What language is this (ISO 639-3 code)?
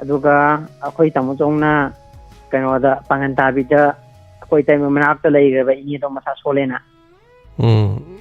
mni